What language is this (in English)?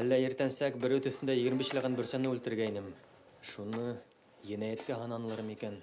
Bashkir